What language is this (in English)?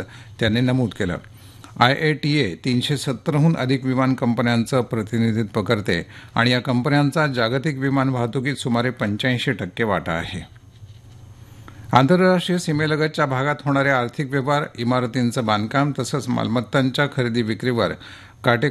Marathi